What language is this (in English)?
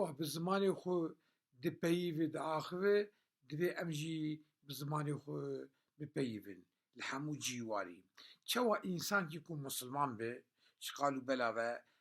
Kurdish